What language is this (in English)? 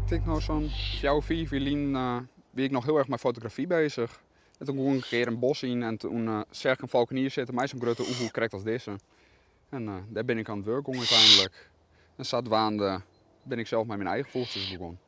Western Frisian